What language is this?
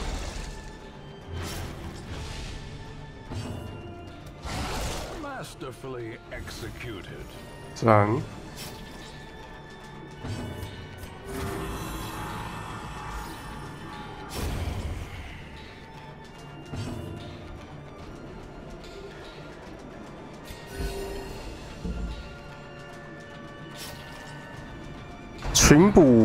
Chinese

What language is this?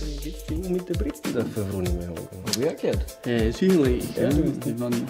Bavarian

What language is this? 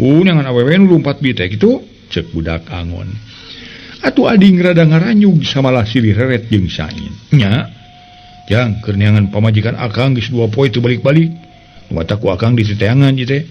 Sundanese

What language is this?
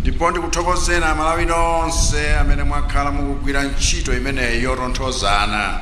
Nyanja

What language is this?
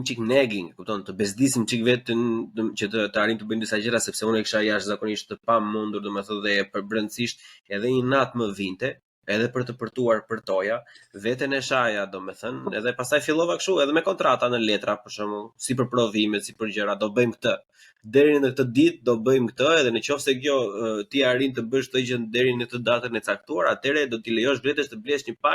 Albanian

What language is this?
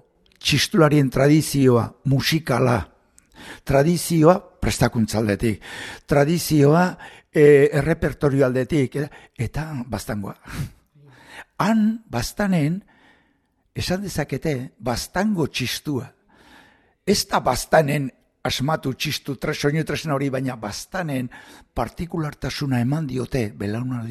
Basque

